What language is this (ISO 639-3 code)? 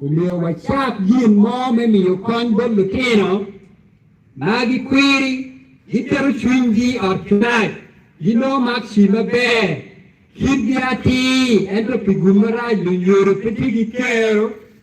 ach